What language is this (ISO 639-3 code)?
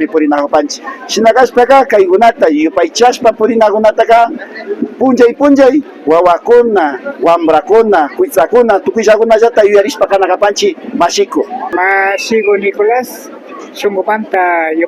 qvi